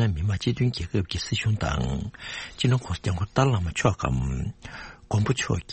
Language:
Tibetan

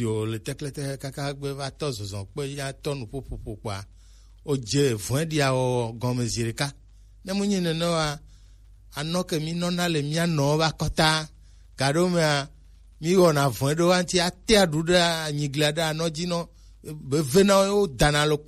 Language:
Gen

